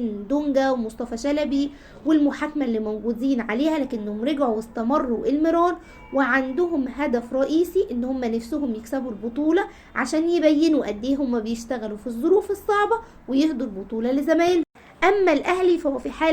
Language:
Egyptian Arabic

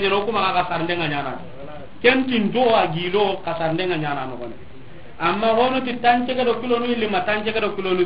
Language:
Soninke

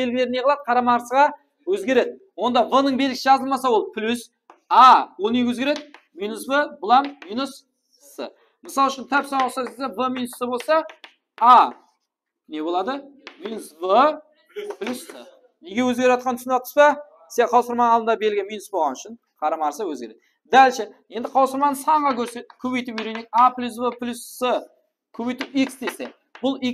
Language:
Kara-Kalpak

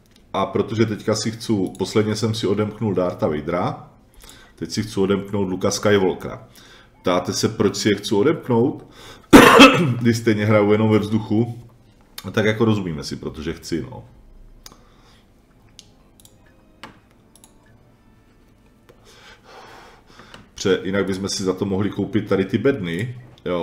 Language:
Czech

